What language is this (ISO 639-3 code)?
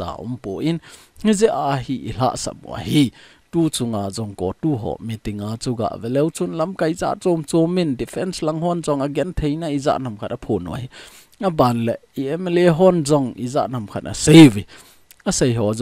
tcz